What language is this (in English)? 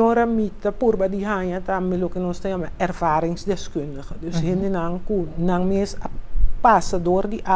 Papiamento